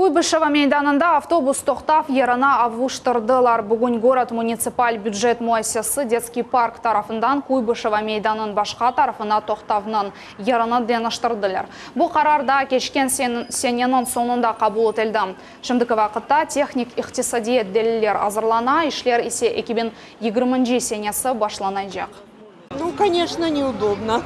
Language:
Crimean Tatar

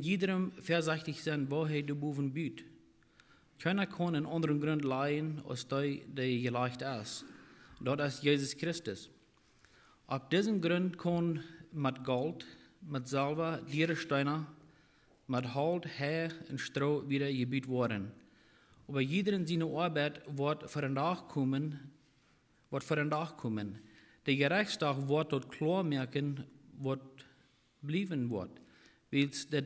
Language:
Plautdietsch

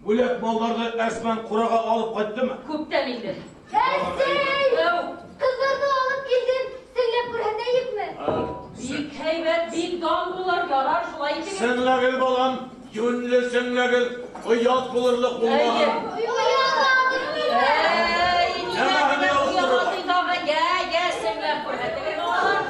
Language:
Bashkir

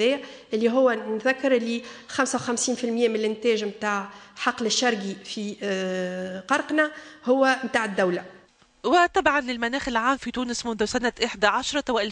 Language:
Tunisian Arabic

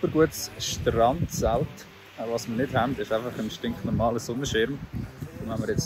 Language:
Swiss German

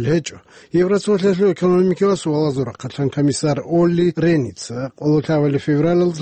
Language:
Avaric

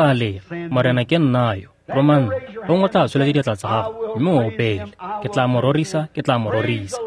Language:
Tswana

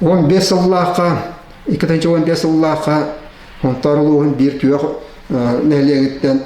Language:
Yakut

